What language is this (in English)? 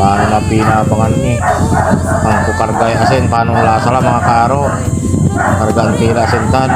Pangasinan